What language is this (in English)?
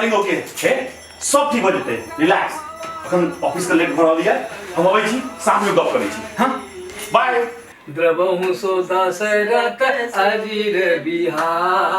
Maithili